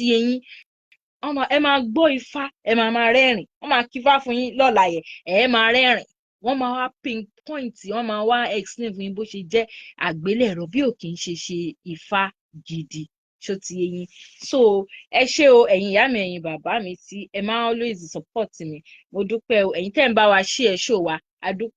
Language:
Yoruba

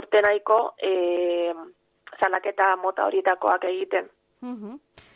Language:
Basque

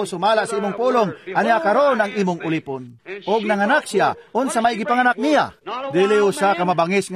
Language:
Cebuano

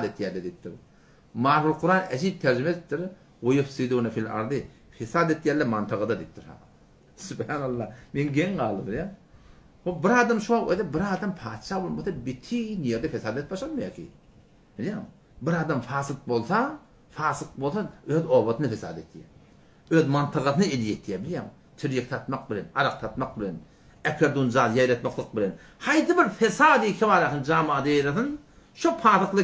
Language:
Turkmen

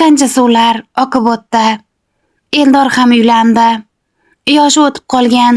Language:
Uzbek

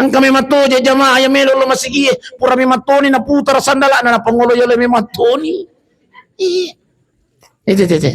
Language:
Buginese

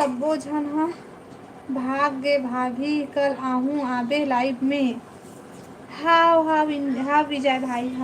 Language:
Chhattisgarhi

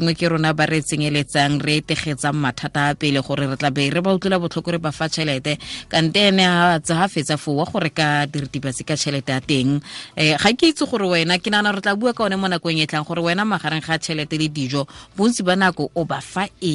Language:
Tswana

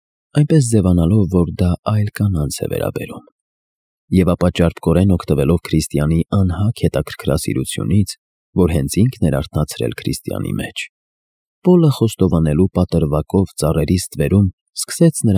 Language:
Armenian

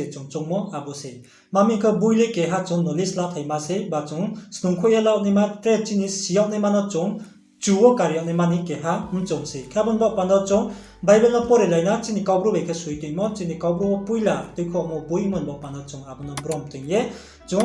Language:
Riang (India)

